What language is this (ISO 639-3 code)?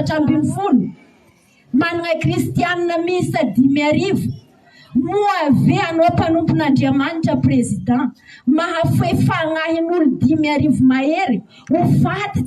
mlg